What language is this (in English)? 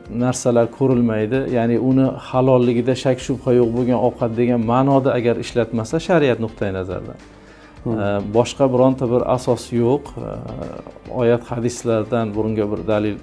Uzbek